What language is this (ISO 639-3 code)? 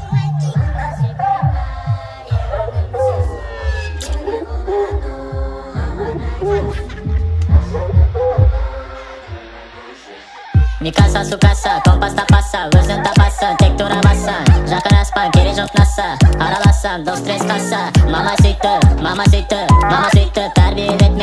kaz